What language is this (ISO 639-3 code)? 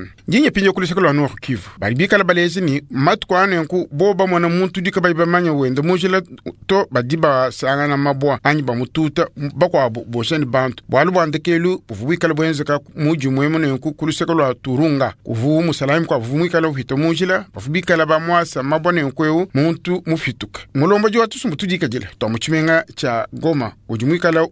lua